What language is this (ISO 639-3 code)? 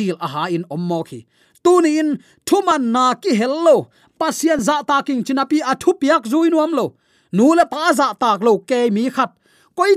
ctd